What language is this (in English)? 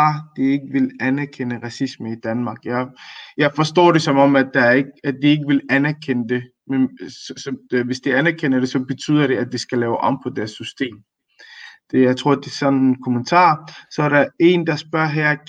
Danish